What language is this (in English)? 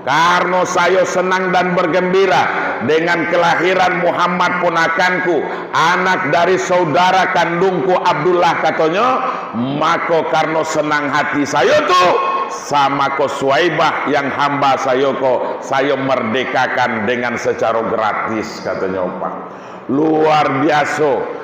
Minangkabau